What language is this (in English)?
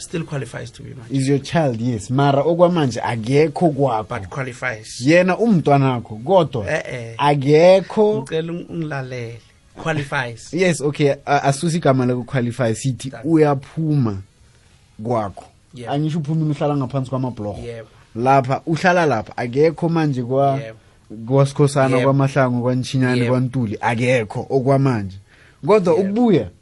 South Ndebele